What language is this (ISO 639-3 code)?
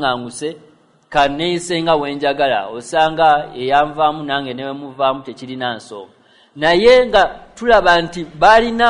lug